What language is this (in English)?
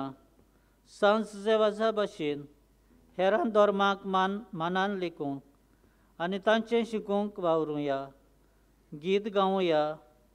Konkani